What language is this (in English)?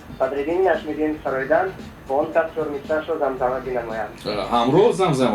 Tajik